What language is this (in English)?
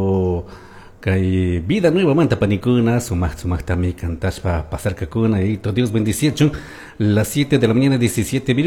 Chimborazo Highland Quichua